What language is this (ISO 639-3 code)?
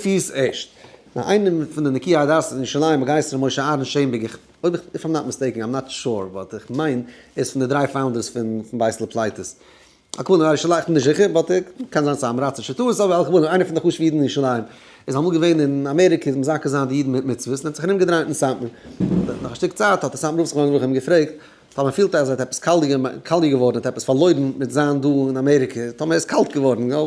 yid